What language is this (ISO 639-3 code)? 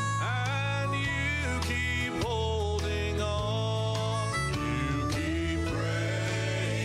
gil